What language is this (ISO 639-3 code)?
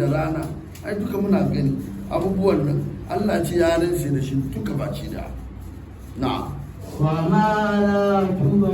hau